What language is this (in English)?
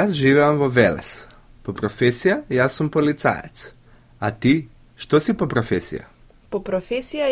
Macedonian